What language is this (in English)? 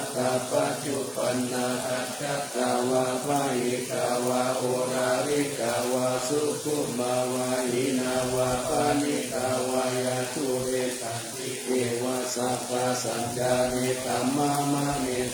Pali